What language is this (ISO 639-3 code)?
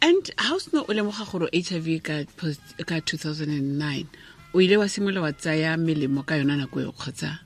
tsn